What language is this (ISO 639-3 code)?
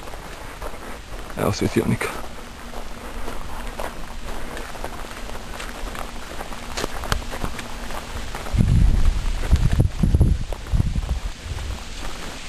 hrv